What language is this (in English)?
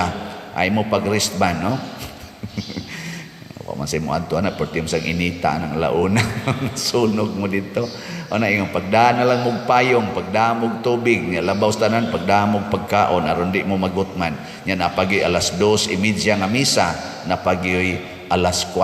Cebuano